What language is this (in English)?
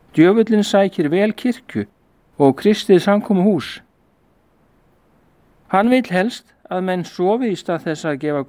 Icelandic